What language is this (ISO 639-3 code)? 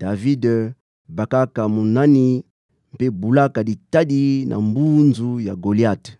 ktu